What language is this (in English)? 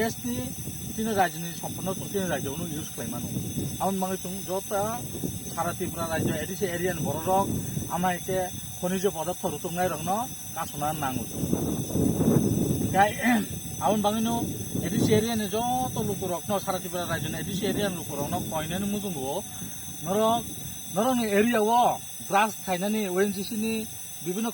Kok Borok